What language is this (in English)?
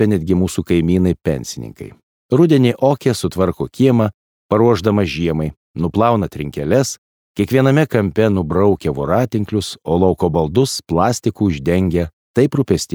Lithuanian